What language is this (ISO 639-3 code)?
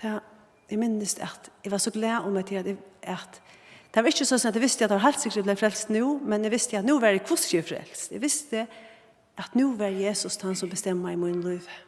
fao